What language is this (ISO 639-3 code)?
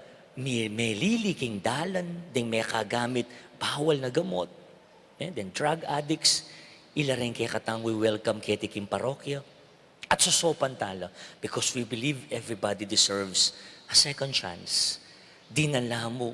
pam